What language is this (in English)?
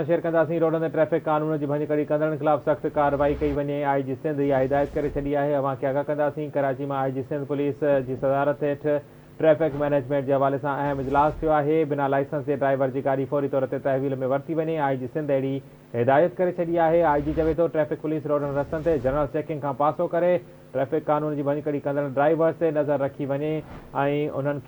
Sindhi